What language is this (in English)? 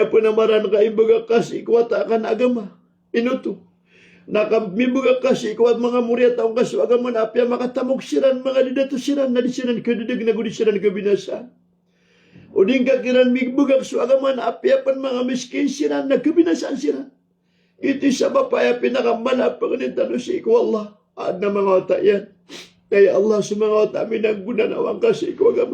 Maranao